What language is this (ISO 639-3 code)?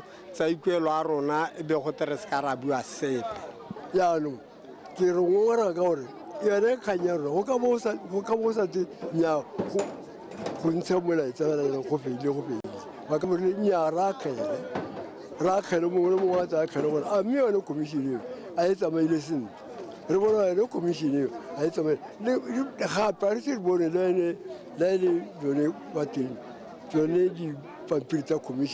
tsn